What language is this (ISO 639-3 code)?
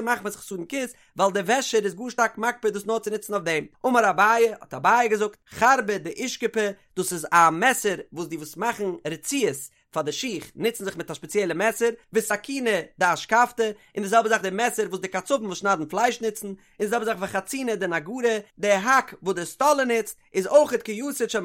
yid